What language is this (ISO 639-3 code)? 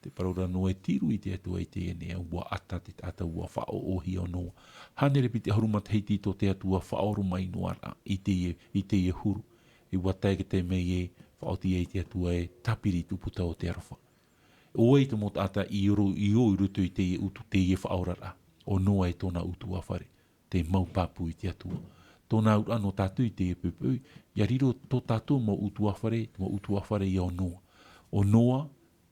tah